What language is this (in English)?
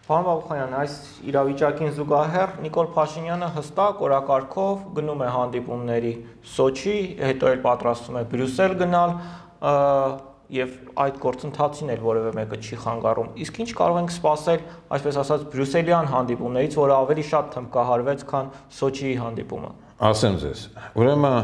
Armenian